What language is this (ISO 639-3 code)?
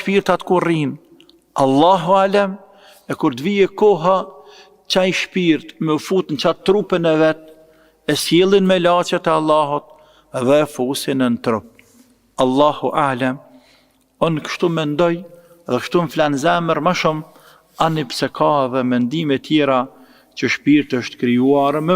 sqi